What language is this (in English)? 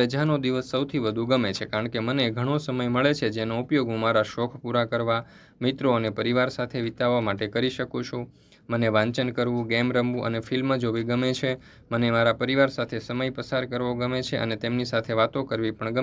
Gujarati